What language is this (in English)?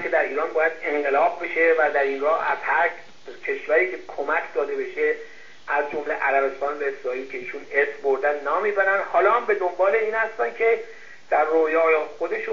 Persian